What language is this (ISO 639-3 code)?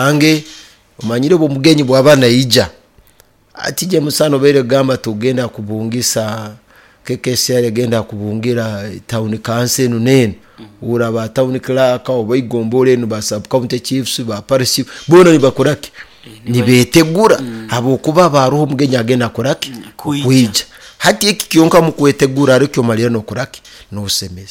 nyo